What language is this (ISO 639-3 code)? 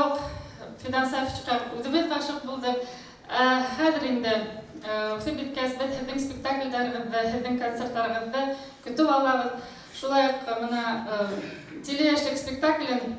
bak